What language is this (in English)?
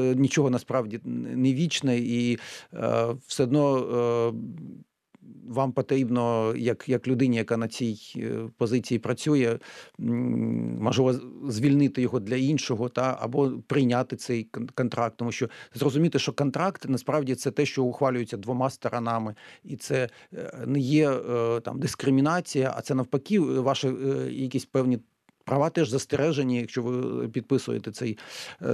Ukrainian